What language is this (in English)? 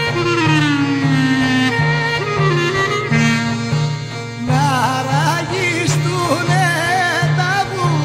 Greek